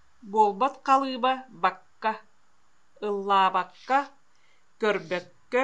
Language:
Yakut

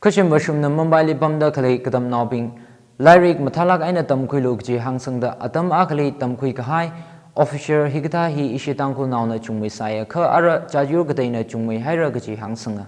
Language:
Tangkhul Naga (India)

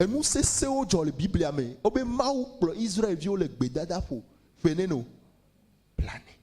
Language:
Ewe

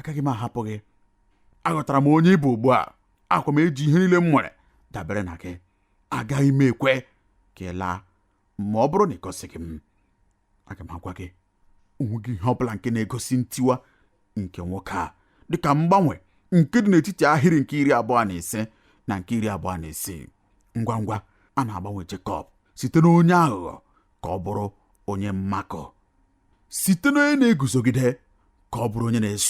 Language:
Igbo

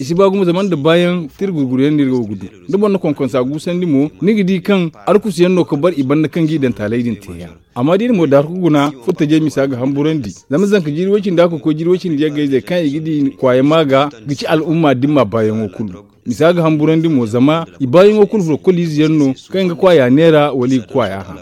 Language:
Zarma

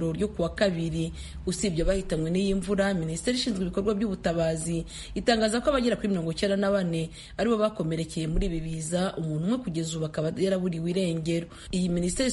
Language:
Kinyarwanda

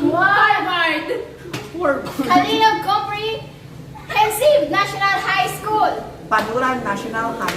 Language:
Hiligaynon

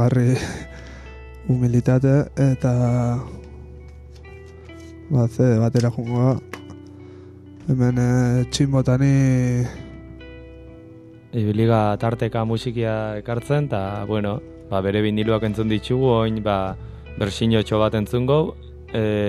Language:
Basque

